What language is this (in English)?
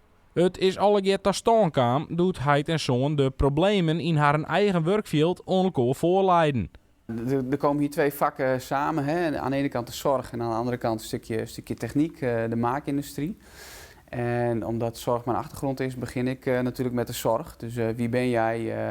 Western Frisian